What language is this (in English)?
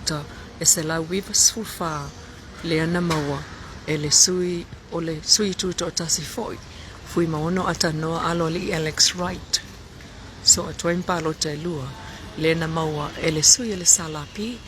Samoan